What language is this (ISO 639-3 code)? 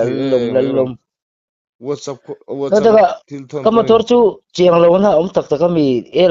lus